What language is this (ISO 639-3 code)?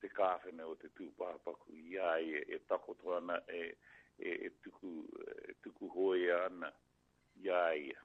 mri